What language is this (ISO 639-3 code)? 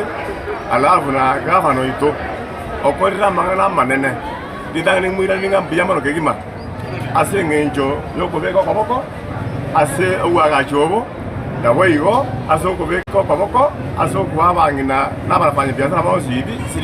guz